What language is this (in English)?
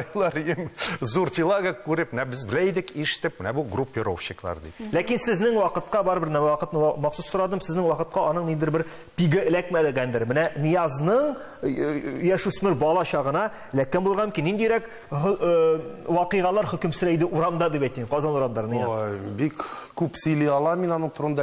Tatar